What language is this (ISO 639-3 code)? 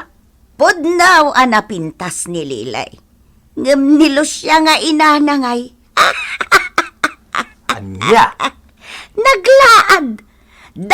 ilo